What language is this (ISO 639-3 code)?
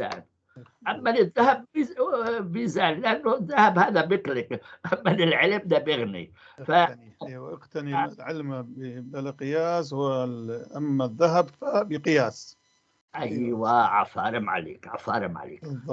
apc